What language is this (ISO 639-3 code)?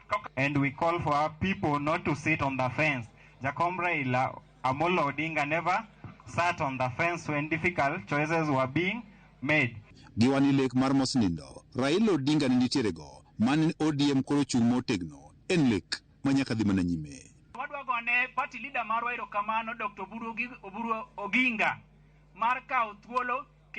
luo